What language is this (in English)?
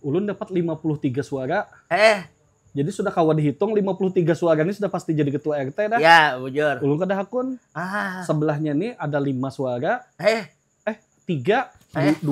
Banjar